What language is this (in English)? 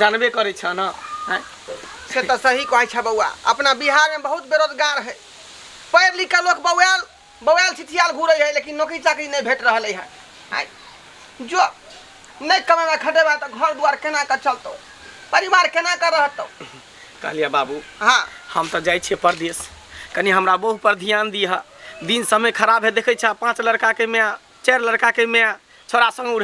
Maithili